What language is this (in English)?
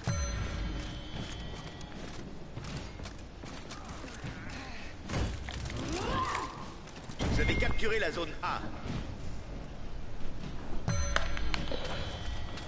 French